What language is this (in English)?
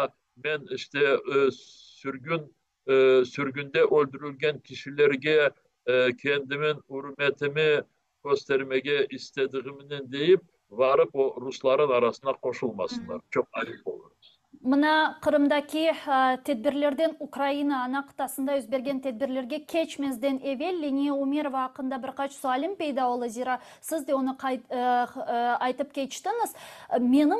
Crimean Tatar